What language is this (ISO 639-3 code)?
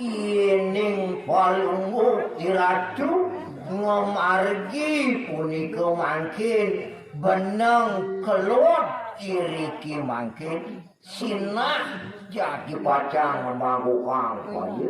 ban